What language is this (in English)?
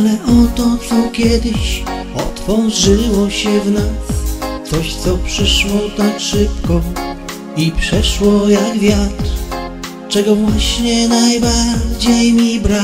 Polish